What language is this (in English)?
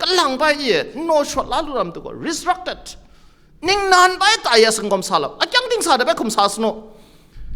Kachin